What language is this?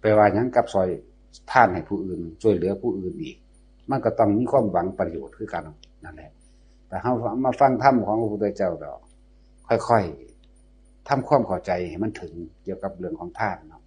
Northeastern Thai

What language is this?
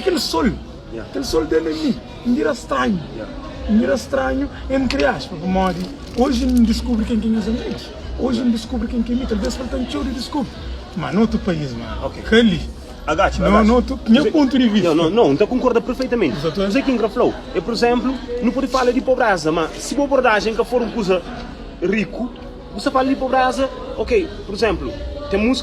Kabuverdianu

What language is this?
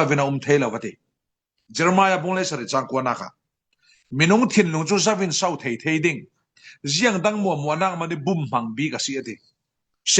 Falam Chin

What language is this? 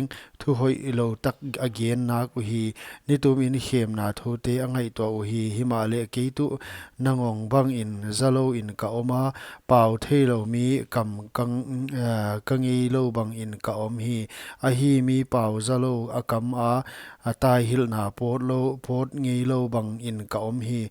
Paite Chin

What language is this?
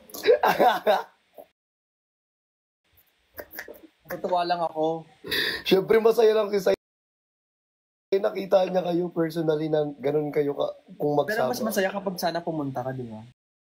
Filipino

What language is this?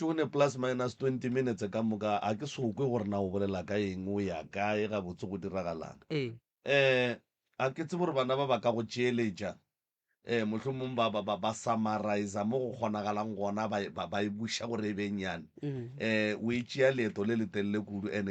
Northern Sotho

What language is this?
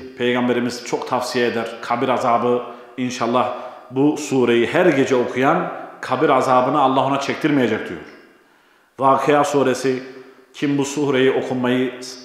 Turkish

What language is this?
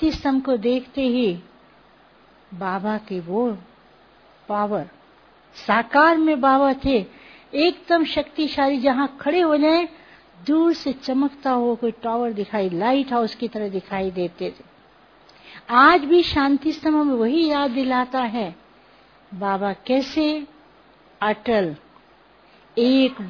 Hindi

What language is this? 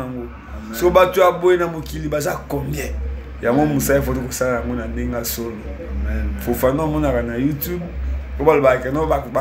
Lingala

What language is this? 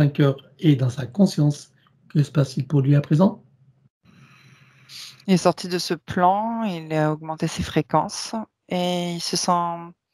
French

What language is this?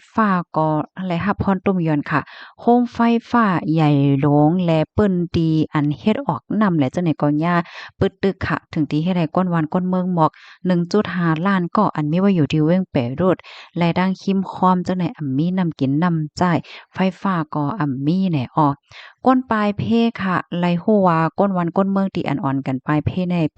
Shan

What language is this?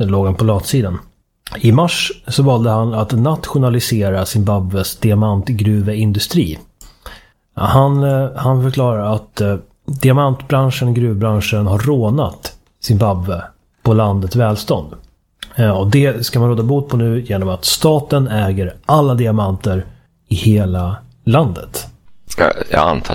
Swedish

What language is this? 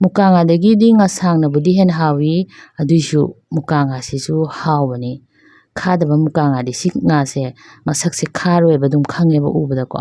Manipuri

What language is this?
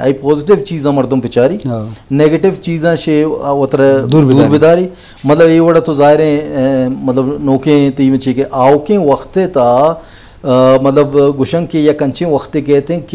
Baluchi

